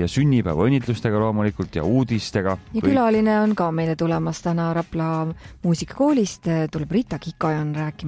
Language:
Estonian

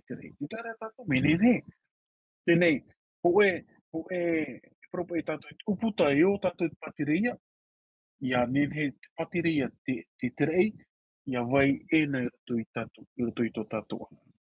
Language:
Tahitian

